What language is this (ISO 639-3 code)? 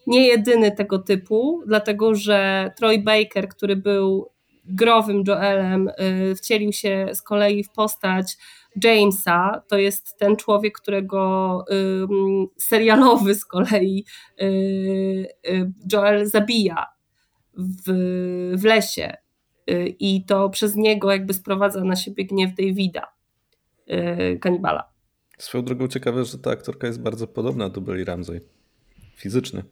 pol